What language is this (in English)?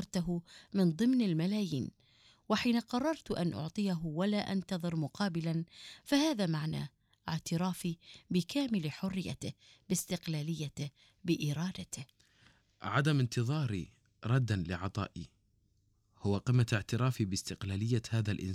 Arabic